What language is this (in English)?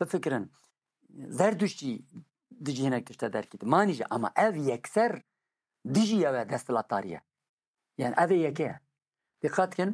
Kurdish